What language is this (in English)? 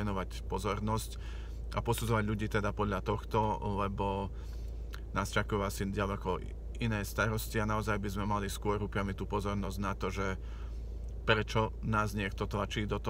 Slovak